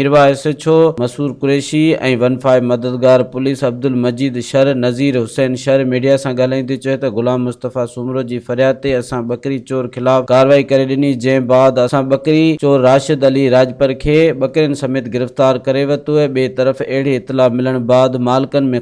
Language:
Sindhi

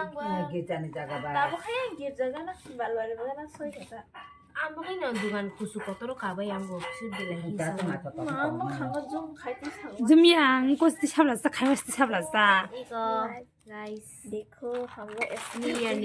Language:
Kok Borok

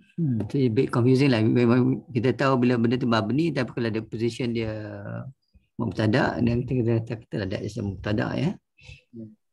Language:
Malay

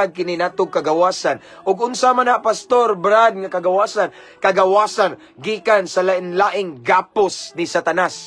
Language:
Cebuano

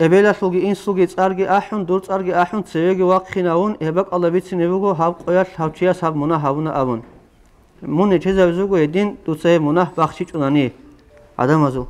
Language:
Avaric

